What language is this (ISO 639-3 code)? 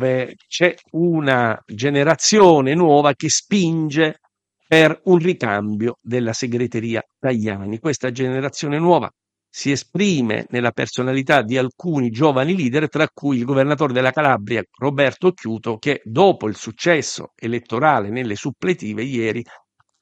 ita